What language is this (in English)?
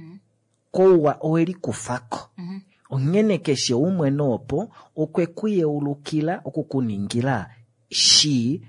Kuanyama